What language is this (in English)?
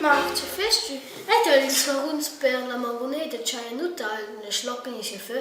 Romansh